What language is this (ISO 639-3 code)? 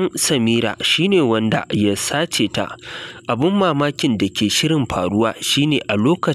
hau